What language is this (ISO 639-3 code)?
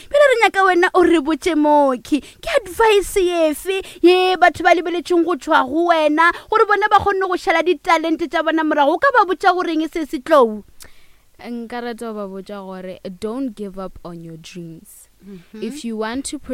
nso